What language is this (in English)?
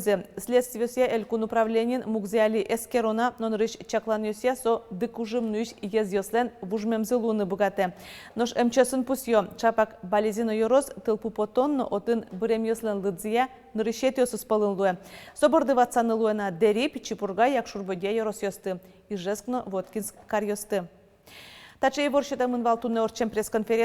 Udmurt